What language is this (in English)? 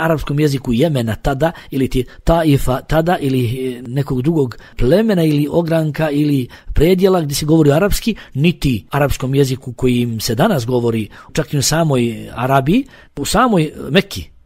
Bosnian